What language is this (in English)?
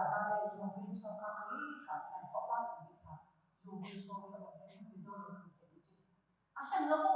Lahu